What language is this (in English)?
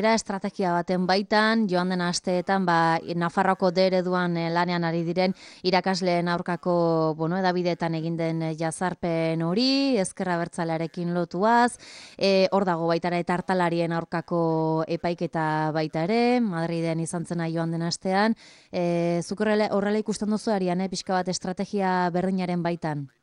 Basque